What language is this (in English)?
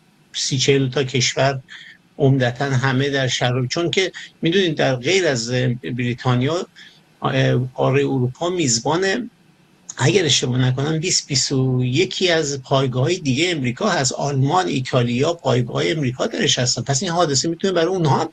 Persian